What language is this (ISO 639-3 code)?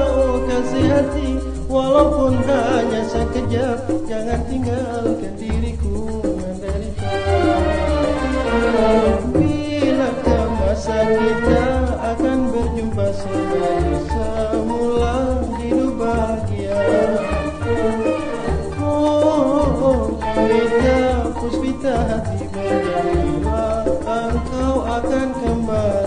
msa